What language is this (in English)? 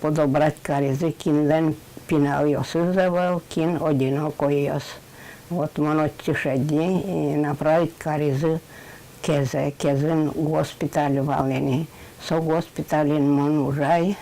Udmurt